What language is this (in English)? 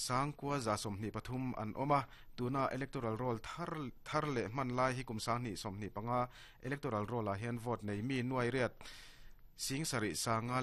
Mizo